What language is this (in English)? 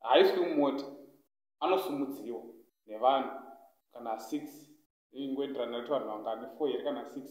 Shona